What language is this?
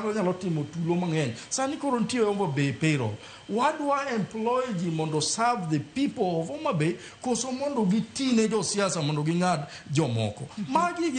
Luo (Kenya and Tanzania)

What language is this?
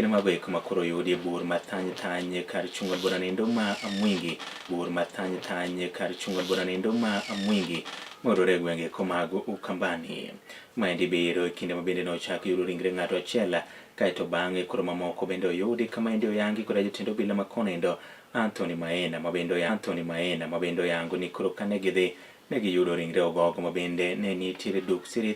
Luo (Kenya and Tanzania)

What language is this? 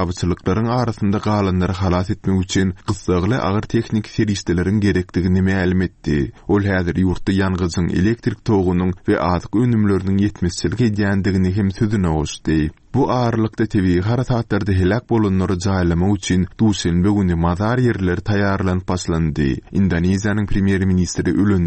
Turkmen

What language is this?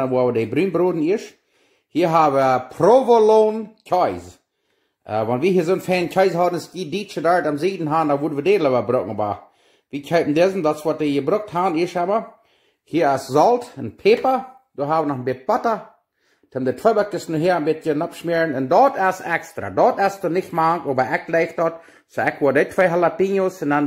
Plautdietsch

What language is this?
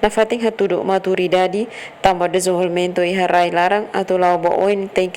Tetum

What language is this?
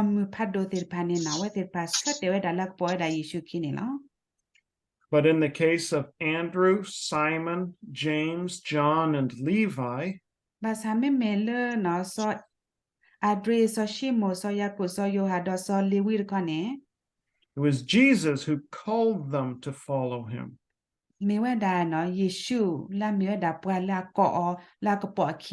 S'gaw Karen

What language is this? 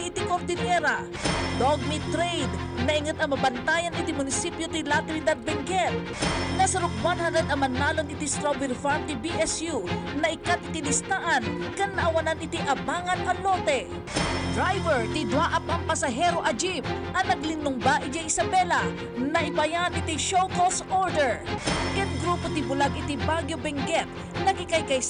Iloko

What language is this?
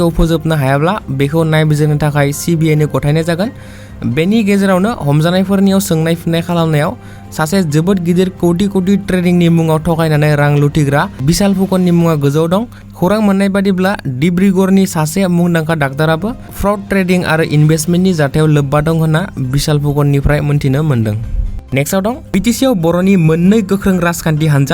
Bodo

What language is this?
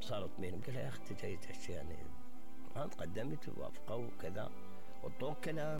Mesopotamian Arabic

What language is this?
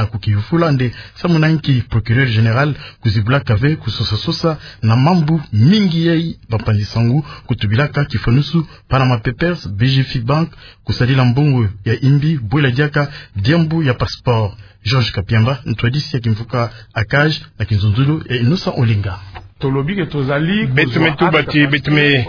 Kituba (Democratic Republic of Congo)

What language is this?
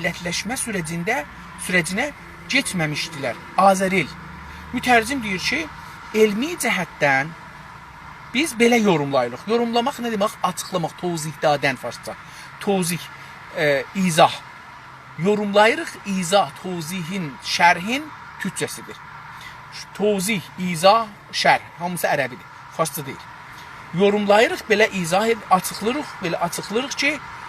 South Azerbaijani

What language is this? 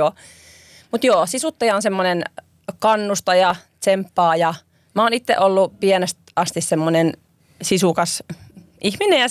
Finnish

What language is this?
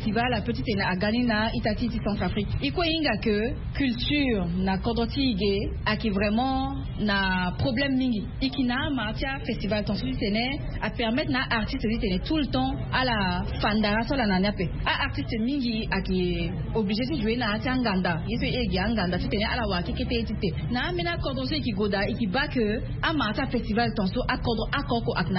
Sango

